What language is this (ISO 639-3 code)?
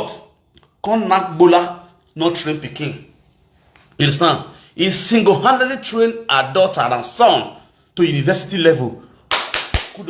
pcm